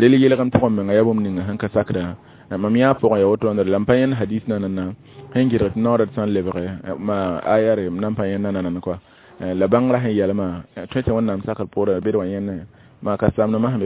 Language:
Mossi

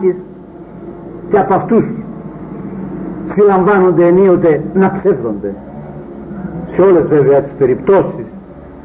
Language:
Greek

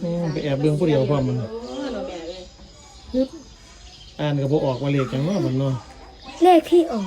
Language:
Northeastern Thai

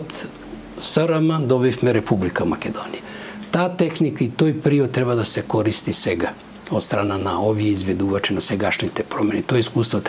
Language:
Macedonian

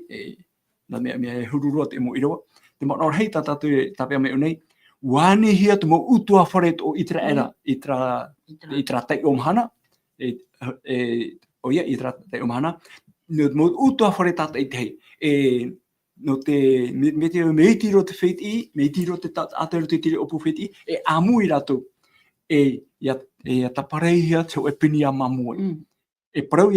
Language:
Tahitian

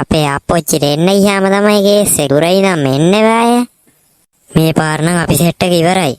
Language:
Sinhala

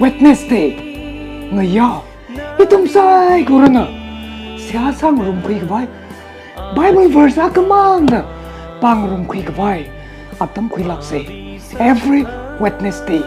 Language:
Tangkhul Naga (India)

